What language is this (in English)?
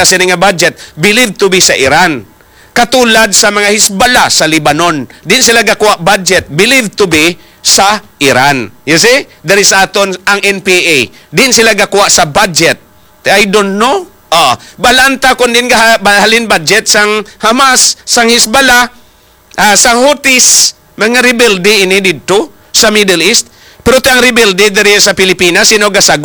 Hiligaynon